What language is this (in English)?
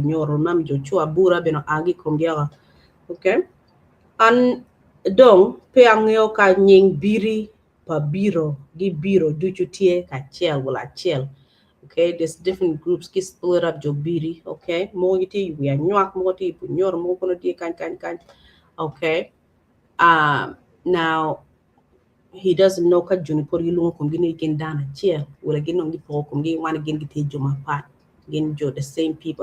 Acoli